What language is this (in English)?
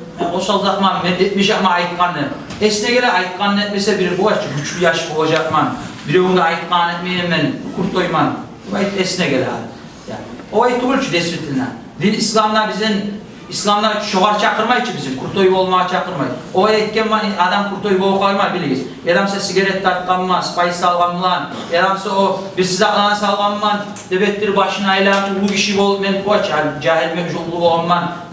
Kumyk